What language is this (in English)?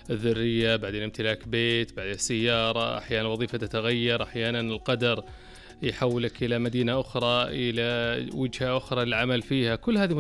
Arabic